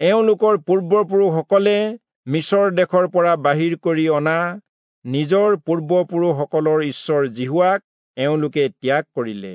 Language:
Assamese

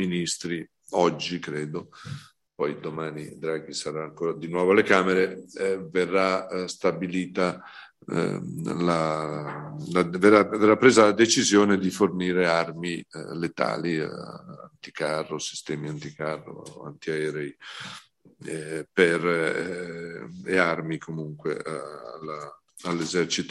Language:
Italian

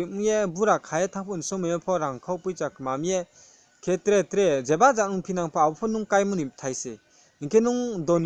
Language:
Riang (India)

